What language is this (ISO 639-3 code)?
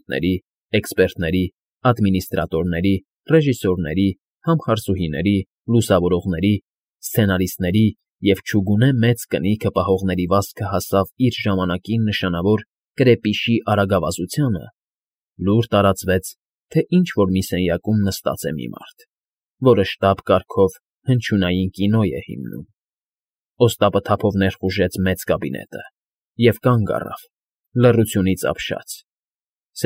hye